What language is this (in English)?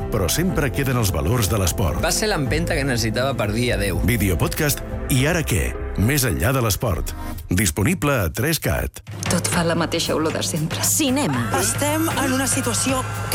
Catalan